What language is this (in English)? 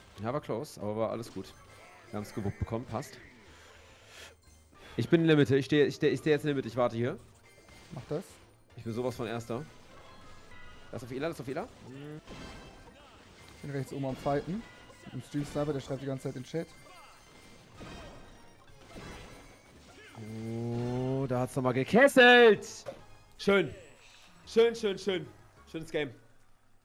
German